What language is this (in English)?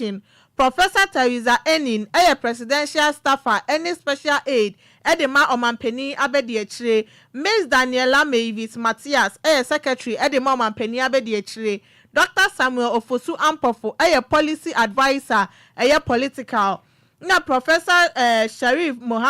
Akan